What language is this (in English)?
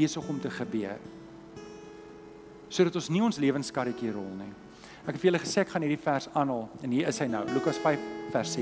Afrikaans